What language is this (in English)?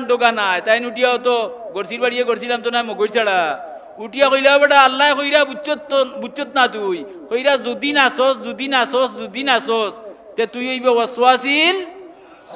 Sylheti